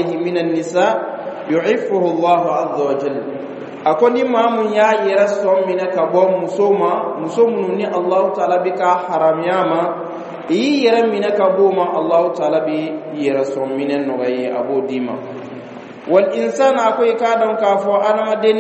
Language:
Bambara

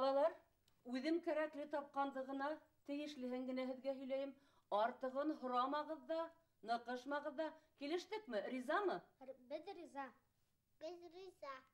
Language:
Bashkir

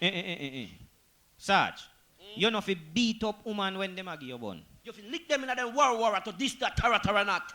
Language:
Jamaican Creole English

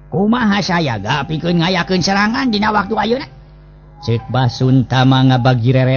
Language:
Sundanese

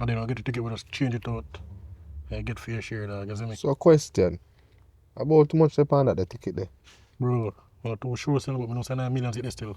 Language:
Jamaican Creole English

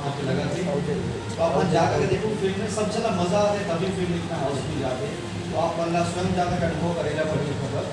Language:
Chhattisgarhi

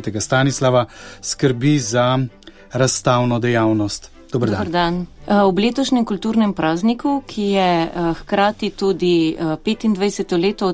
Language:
Slovenian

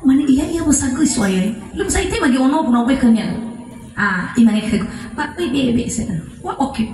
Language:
Nias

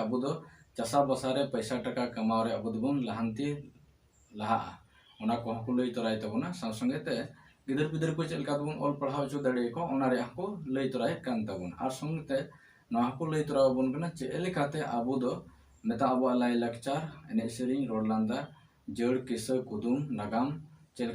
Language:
Santali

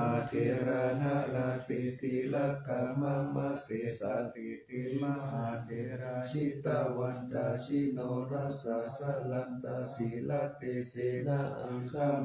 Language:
Pali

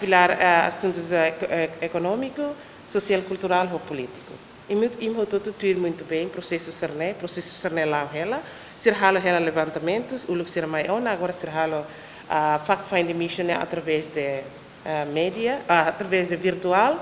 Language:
Tetum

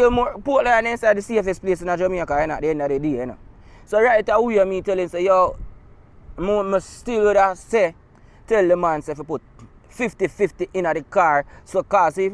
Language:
Jamaican Creole English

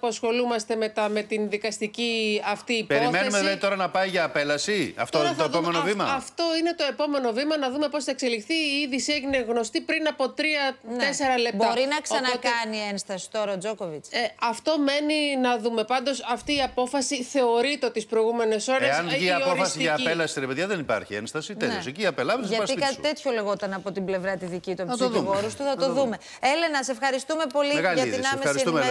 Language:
Greek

